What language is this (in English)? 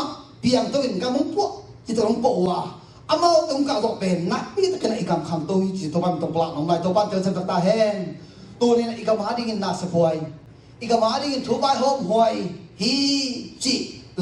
Tedim Chin